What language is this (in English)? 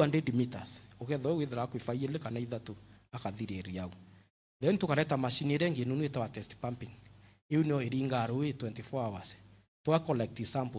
Meru